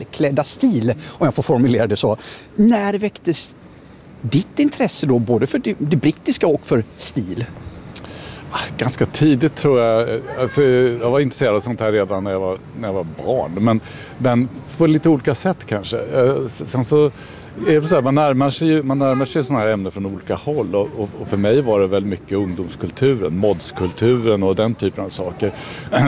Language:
Swedish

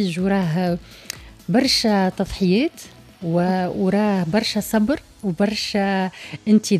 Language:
Tunisian Arabic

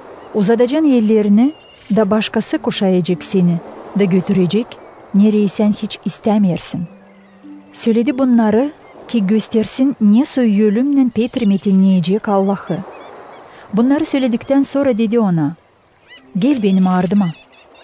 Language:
Gagauz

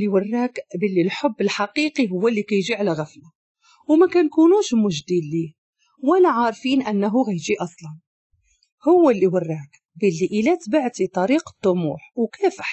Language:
Moroccan Arabic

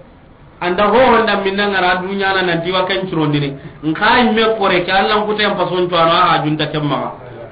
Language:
Soninke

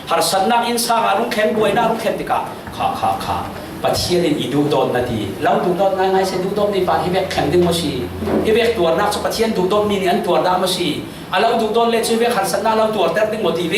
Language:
Falam Chin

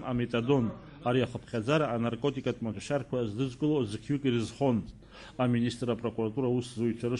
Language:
Abkhazian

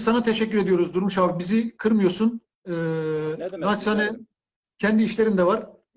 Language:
Turkish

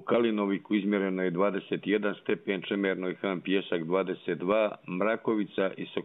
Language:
Croatian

